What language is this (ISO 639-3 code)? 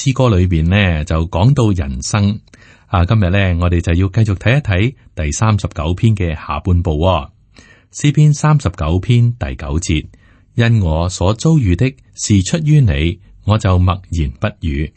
yue